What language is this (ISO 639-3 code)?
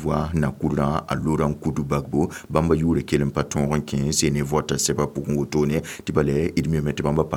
mos